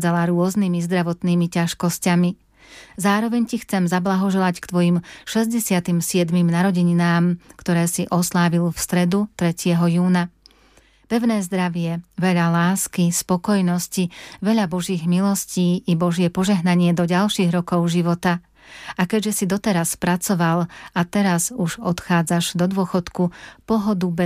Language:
Slovak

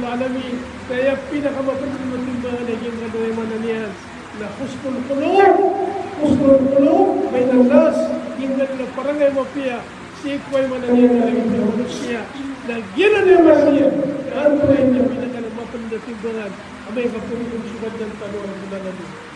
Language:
Maranao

